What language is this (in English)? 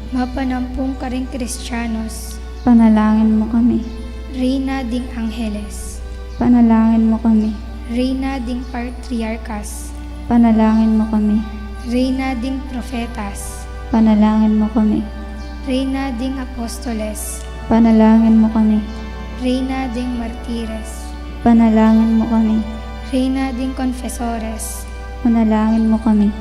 Pampanga